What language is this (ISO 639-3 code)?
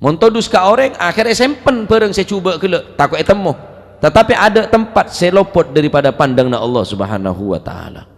mad